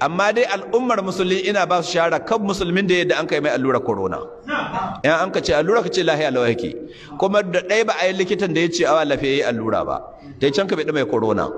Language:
Hausa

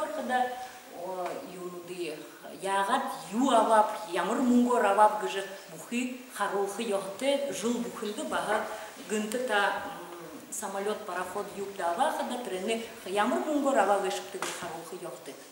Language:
Buriat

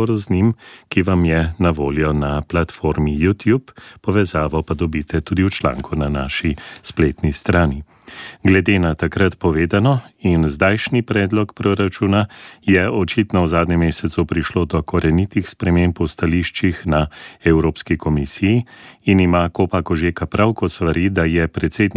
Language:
Slovenian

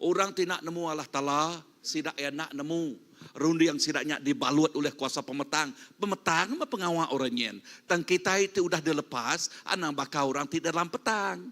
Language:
Iban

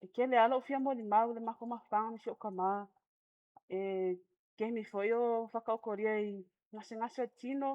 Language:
Samoan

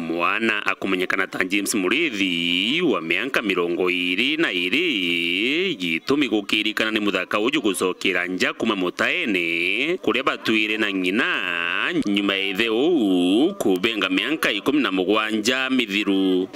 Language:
Meru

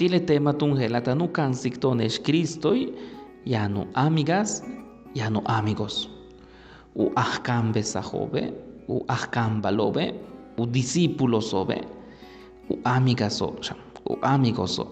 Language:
Yucateco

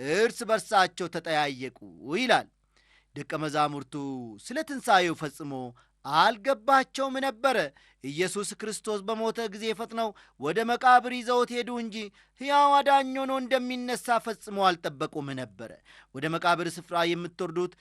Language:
Amharic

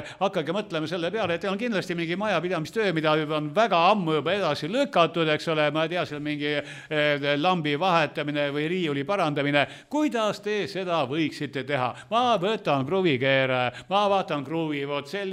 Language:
Estonian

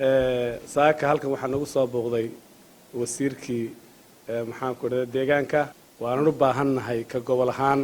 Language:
Somali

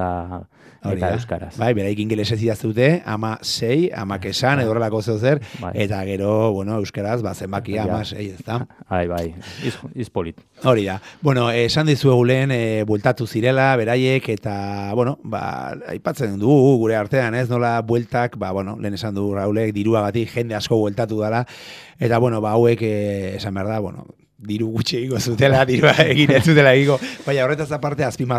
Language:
Basque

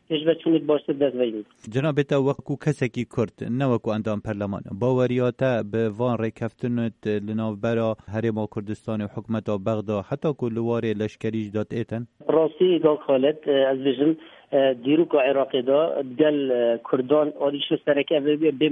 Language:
Kurdish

